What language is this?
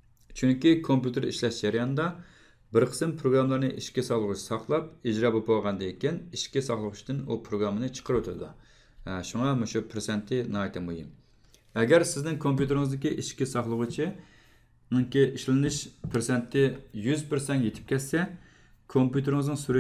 Uyghur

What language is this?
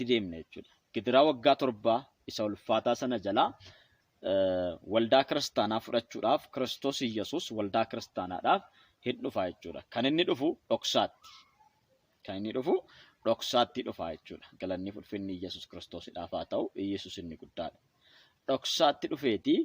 Oromo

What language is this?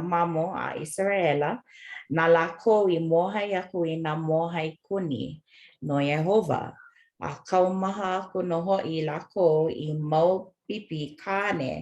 Hawaiian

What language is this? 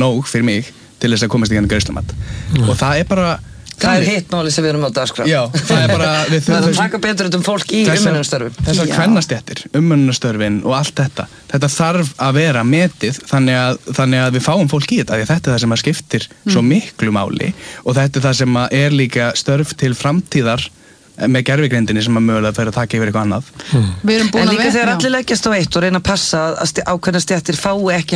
Icelandic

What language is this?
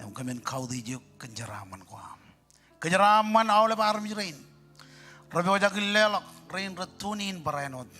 Marshallese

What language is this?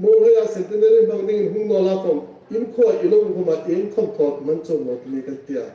Hmar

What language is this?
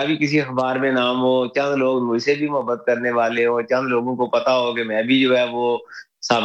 Urdu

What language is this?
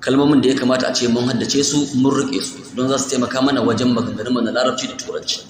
Hausa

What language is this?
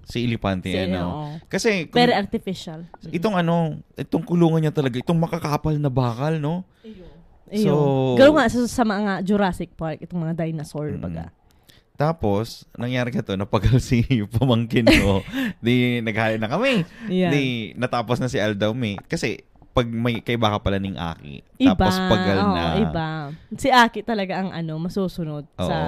Bikol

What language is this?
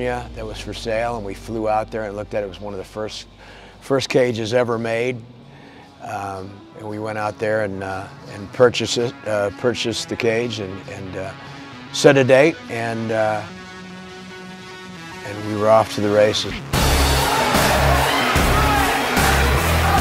English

